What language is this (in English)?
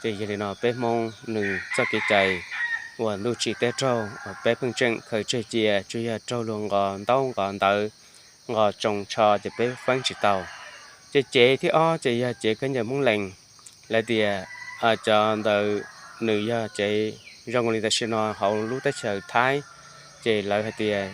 Hmong